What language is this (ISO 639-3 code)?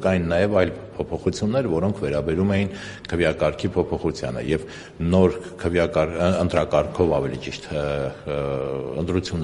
hye